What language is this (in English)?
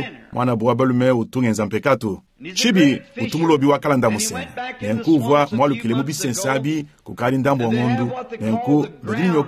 Luba-Lulua